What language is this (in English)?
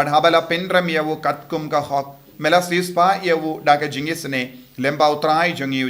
Khasi